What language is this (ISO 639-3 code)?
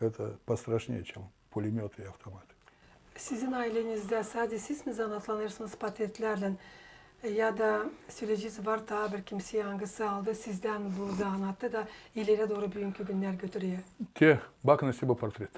gag